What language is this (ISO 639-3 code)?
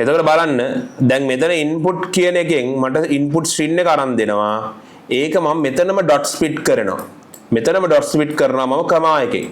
sin